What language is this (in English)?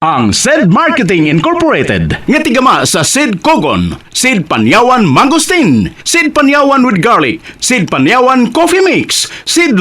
Cebuano